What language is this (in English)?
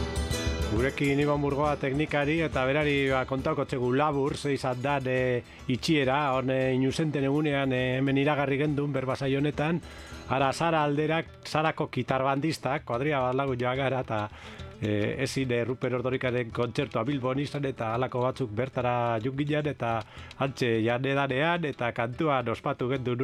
Basque